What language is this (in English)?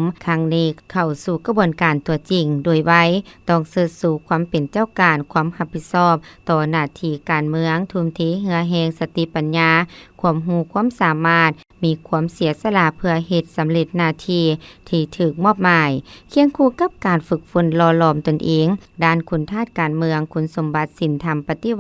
Lao